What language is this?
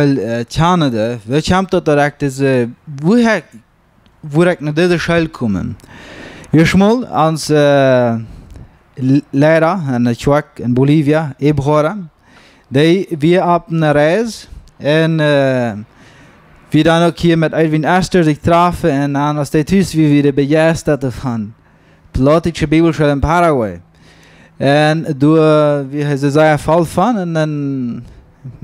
Plautdietsch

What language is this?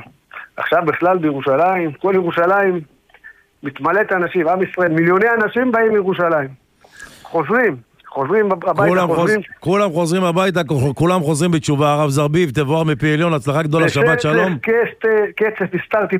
Hebrew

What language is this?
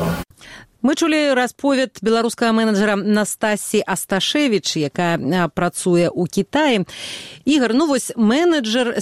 Belarusian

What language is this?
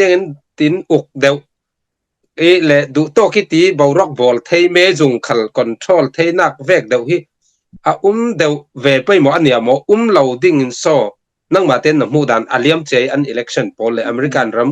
Falam Chin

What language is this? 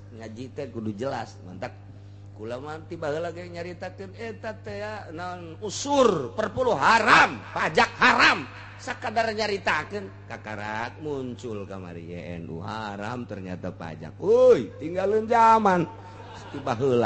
Sundanese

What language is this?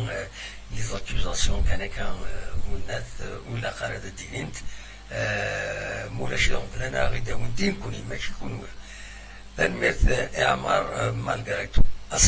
Kabyle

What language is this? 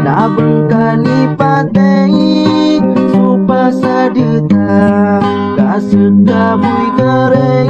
Maranao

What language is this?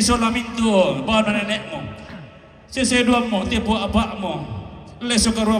Toraja-Sa'dan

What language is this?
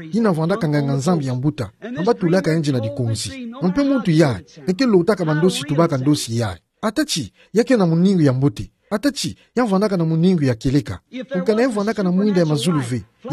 Kituba (Democratic Republic of Congo)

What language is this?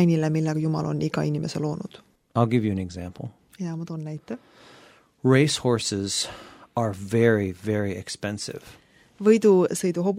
Estonian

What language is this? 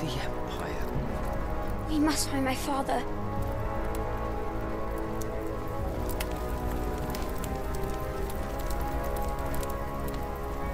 English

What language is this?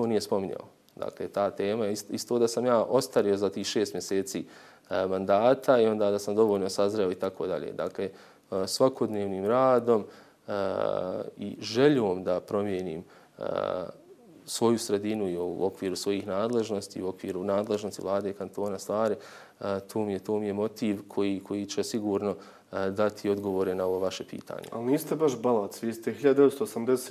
Bosnian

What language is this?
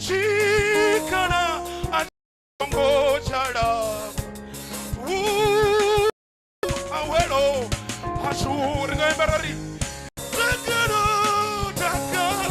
Venda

